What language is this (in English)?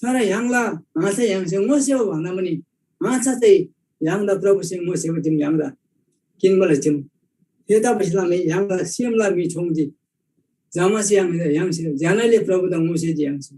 Eastern Tamang